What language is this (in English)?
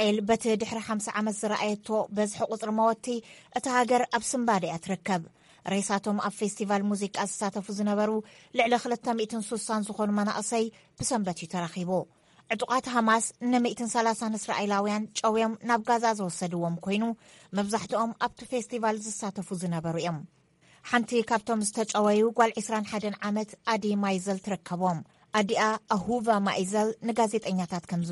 Tigrinya